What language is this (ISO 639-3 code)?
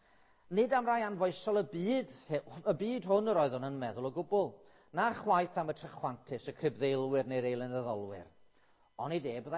cym